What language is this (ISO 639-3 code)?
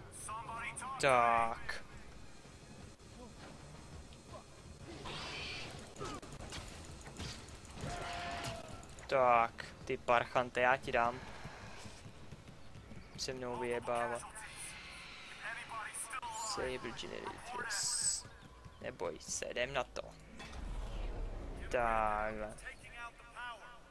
ces